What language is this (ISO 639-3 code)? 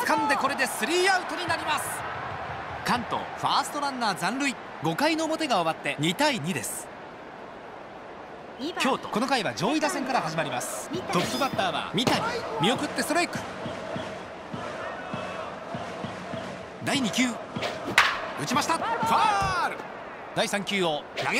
jpn